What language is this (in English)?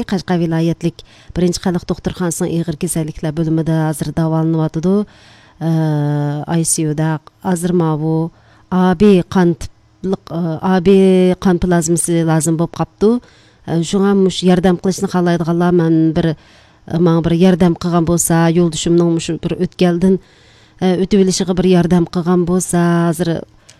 Uyghur